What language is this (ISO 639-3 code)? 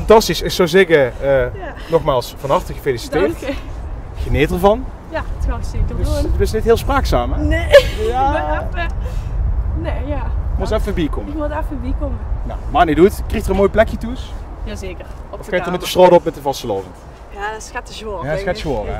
lim